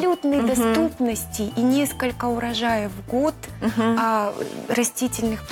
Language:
Russian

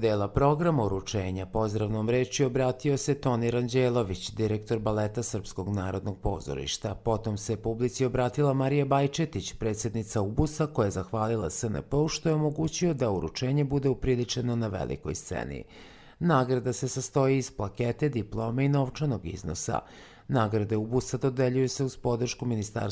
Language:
Serbian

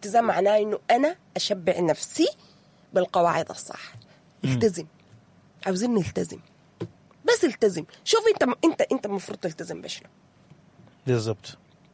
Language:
Sudanese Arabic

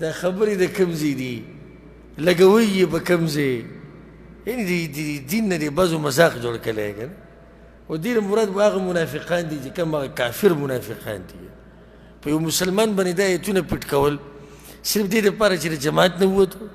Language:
Pashto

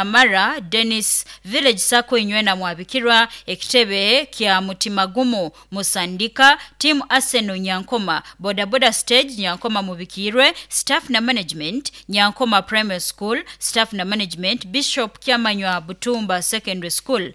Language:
Nyoro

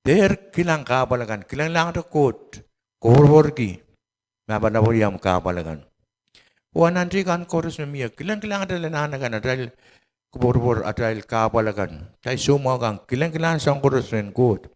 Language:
Pohnpeian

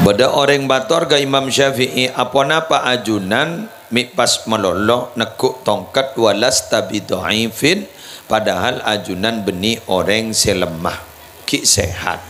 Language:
Madurese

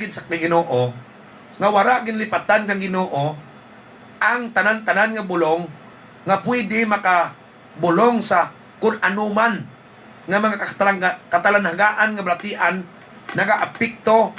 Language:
Hiligaynon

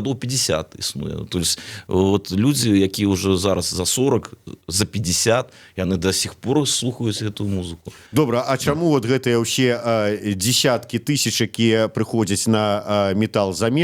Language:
Belarusian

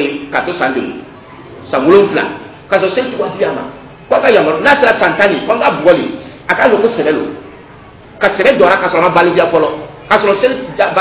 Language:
Dyula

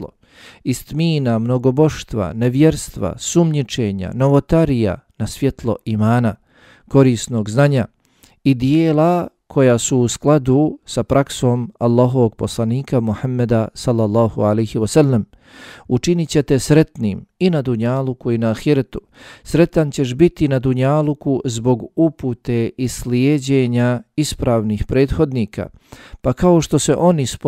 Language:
Bosnian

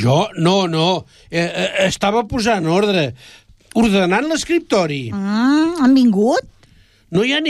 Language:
Catalan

